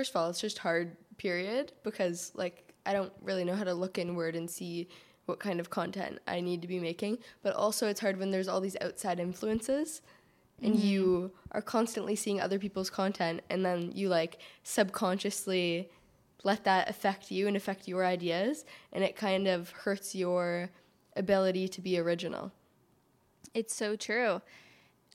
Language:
English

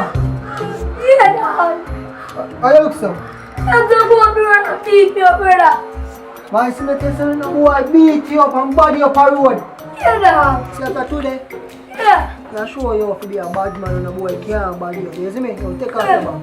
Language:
Jamaican Creole English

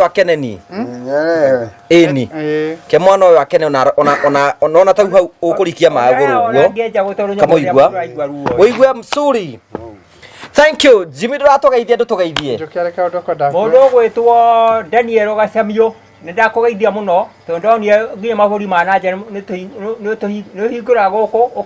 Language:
Kikuyu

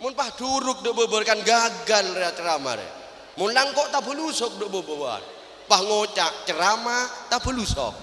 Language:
Madurese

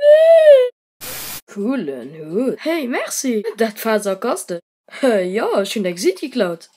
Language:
Luxembourgish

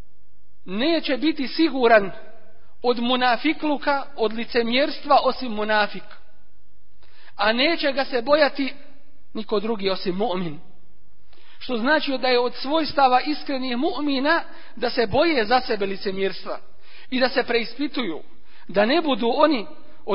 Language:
Bosnian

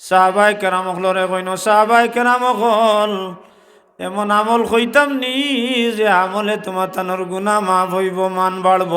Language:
Sylheti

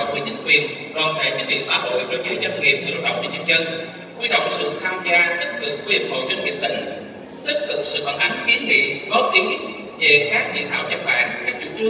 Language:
Vietnamese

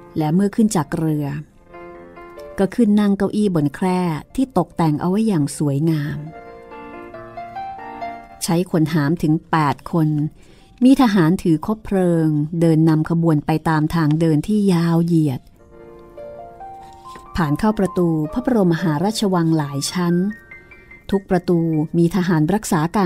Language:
Thai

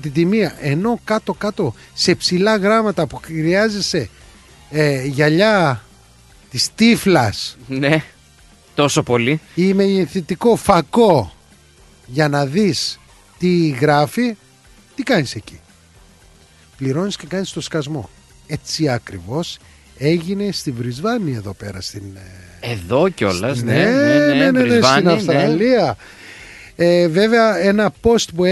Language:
Greek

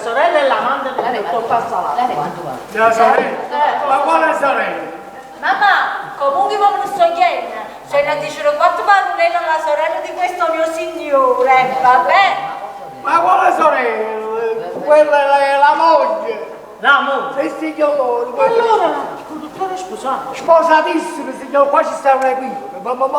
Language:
Neapolitan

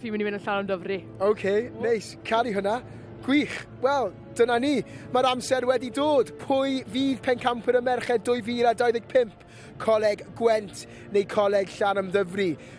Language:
Welsh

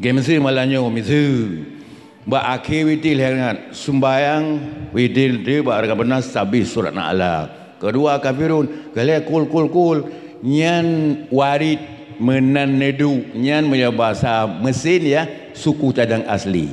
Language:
Achinese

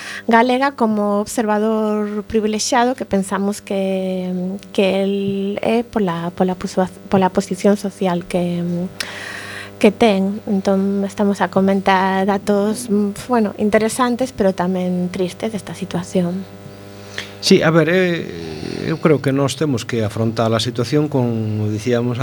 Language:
Galician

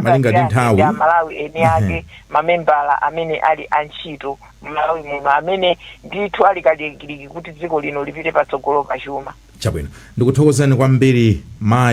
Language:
Nyanja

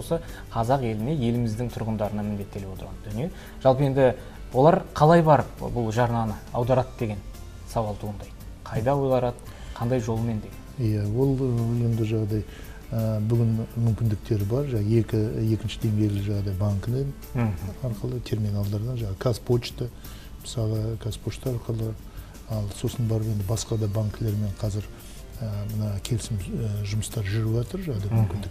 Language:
Kazakh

